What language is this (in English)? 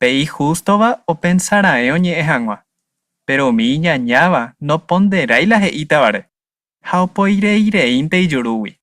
Guarani